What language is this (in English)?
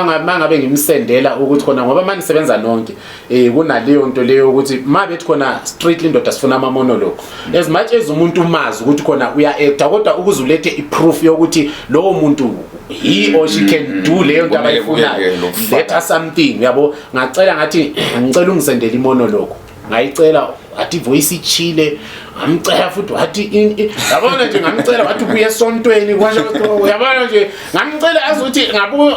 Zulu